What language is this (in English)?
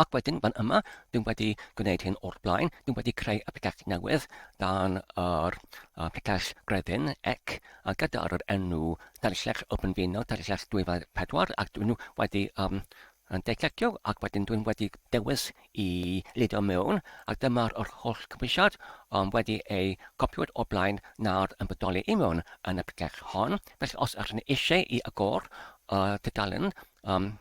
Welsh